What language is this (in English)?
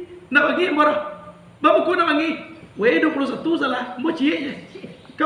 Minangkabau